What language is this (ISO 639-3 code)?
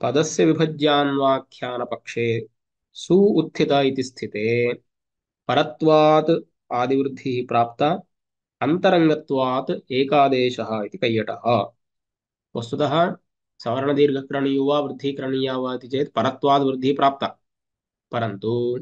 san